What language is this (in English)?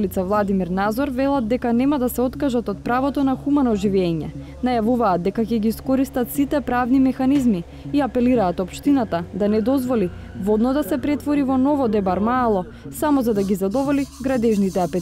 Macedonian